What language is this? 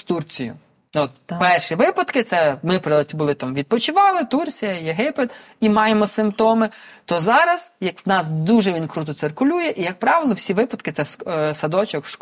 Ukrainian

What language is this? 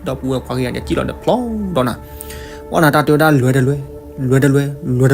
S'gaw Karen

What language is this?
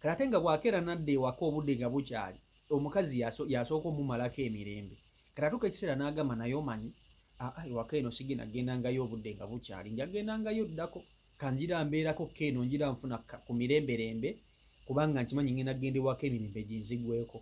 Ganda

